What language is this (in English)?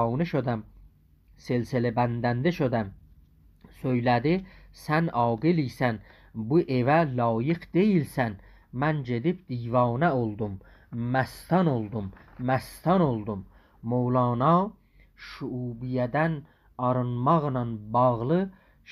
South Azerbaijani